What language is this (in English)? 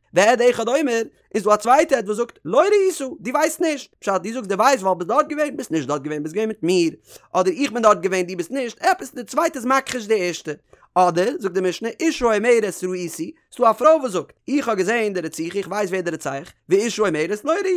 Yiddish